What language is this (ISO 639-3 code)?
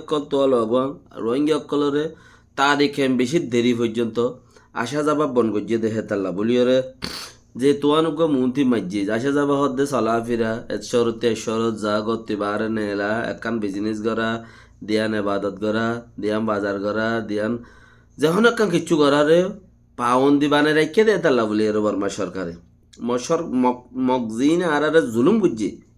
rhg